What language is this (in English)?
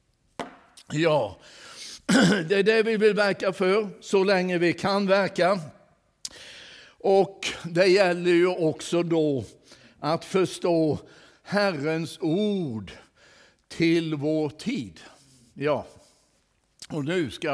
Swedish